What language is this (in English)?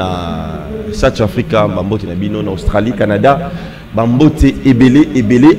Lingala